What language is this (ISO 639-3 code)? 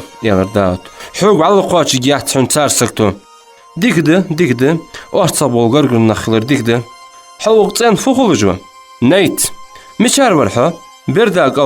inh